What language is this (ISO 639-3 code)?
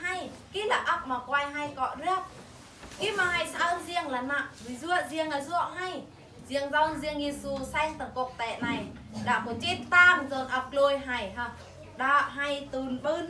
bru